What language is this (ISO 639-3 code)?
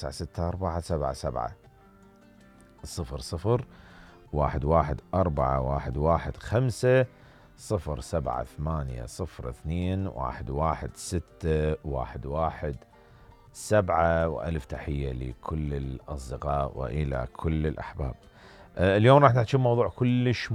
acm